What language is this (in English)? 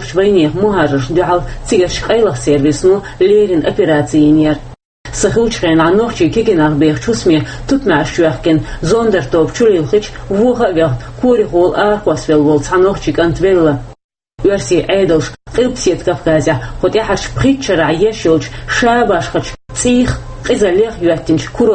Chechen